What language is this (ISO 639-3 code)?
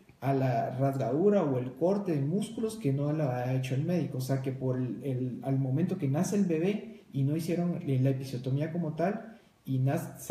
spa